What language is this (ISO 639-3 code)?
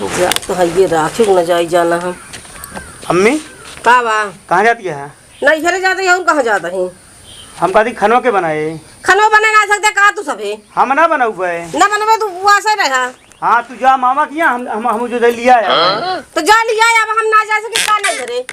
awa